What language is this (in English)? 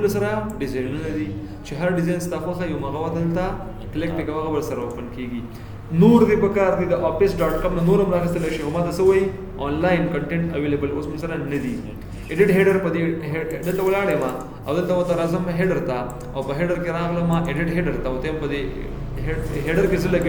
Pashto